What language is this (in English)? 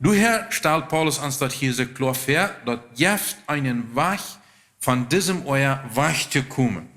Plautdietsch